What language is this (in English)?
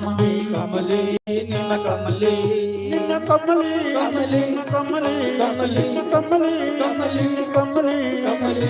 Dogri